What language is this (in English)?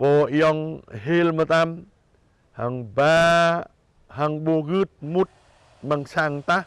Jarai